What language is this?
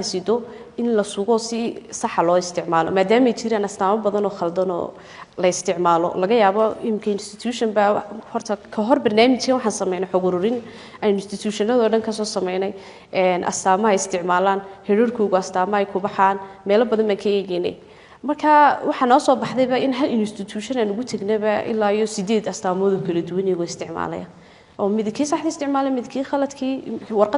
Somali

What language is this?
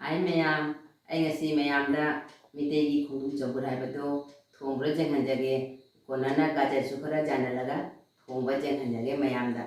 Manipuri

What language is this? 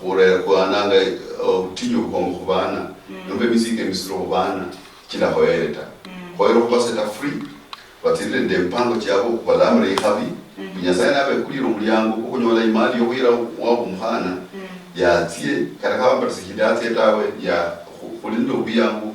Luyia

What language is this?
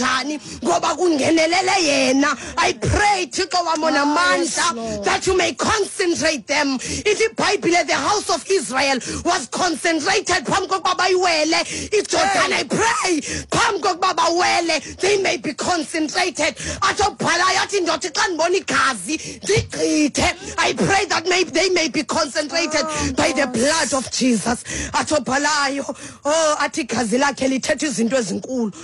Xhosa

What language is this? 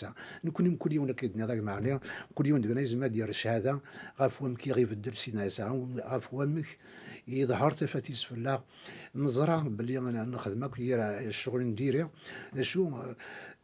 Kabyle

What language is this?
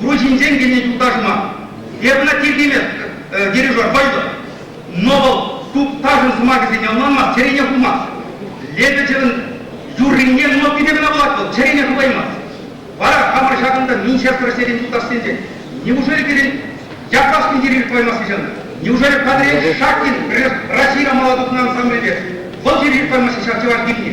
Chuvash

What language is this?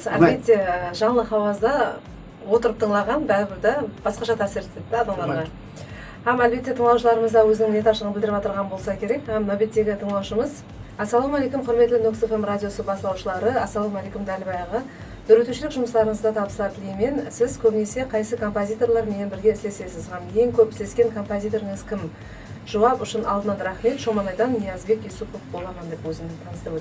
Kara-Kalpak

